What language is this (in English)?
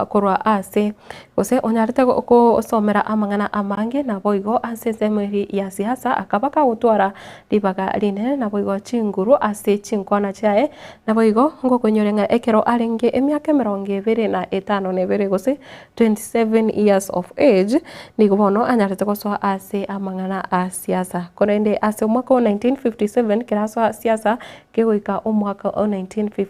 Gusii